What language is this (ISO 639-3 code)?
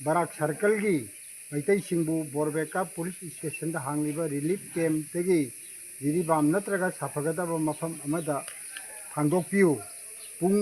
mni